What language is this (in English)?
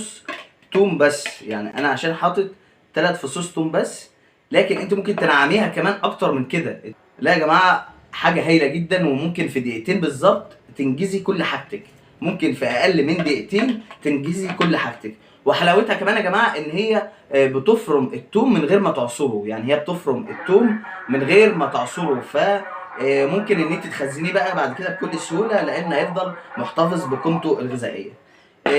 Egyptian Arabic